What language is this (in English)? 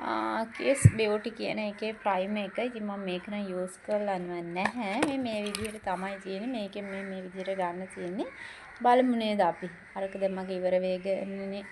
Sinhala